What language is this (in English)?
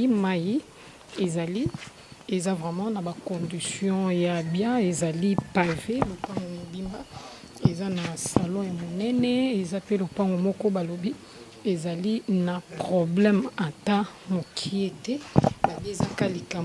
Lingala